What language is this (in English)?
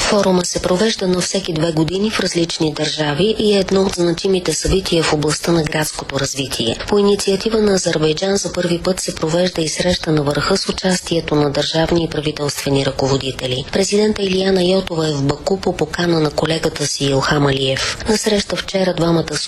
Bulgarian